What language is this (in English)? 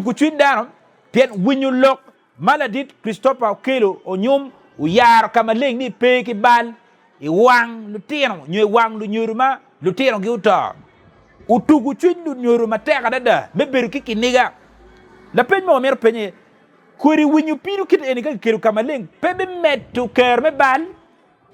Acoli